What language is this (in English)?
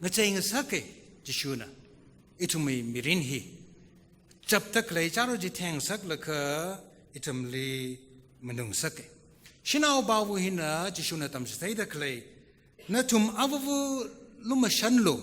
Tangkhul Naga (India)